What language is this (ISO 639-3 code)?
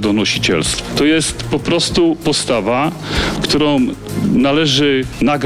pol